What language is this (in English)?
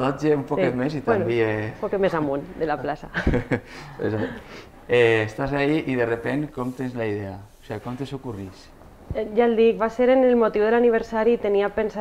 Catalan